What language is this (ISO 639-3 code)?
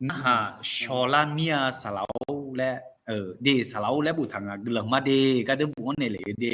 ahk